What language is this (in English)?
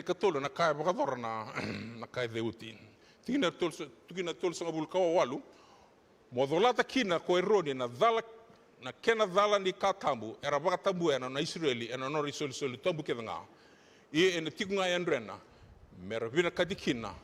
Fijian